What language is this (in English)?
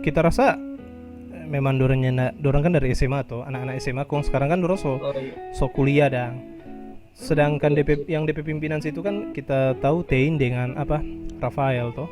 Manado Malay